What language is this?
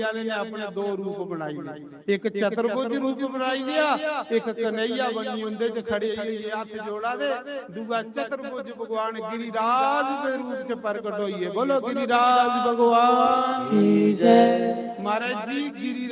Dogri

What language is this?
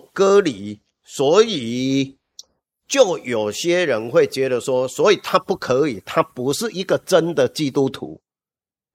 Chinese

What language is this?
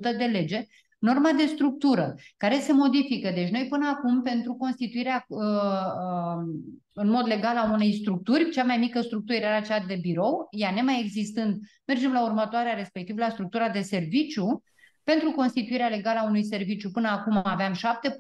Romanian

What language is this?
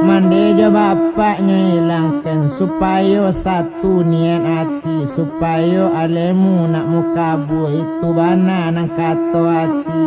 Minangkabau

